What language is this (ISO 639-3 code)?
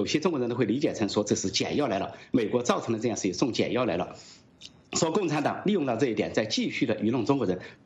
zho